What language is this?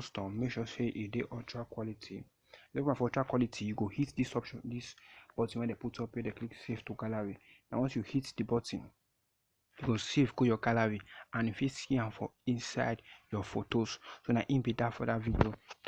Nigerian Pidgin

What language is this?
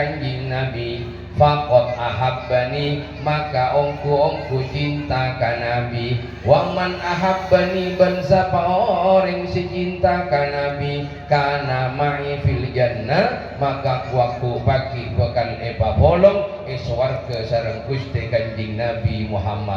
Madurese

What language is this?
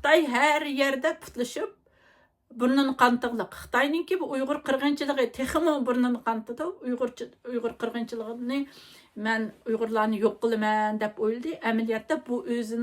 Uyghur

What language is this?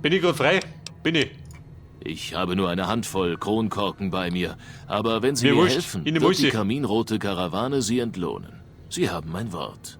Bavarian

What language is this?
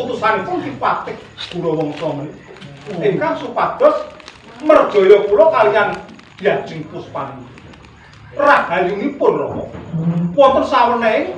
Javanese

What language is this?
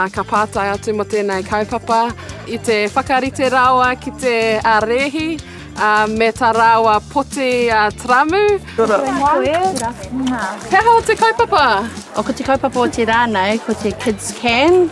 Māori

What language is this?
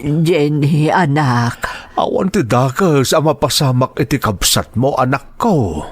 Iloko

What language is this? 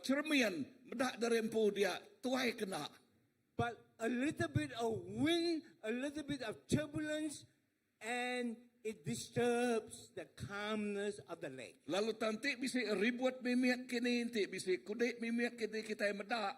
Iban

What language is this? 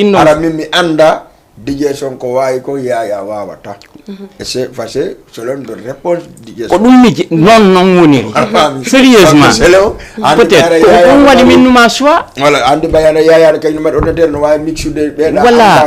Fula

